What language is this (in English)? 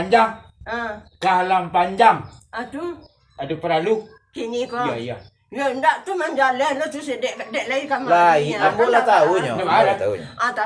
Minangkabau